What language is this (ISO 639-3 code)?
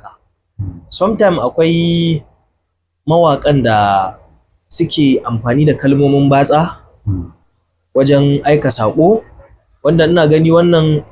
hau